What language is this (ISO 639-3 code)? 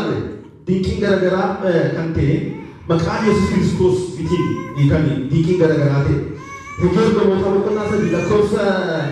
orm